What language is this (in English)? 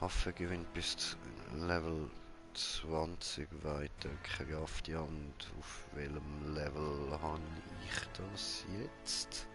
Swiss German